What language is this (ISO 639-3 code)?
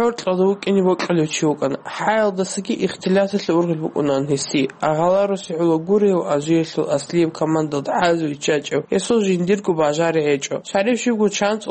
ava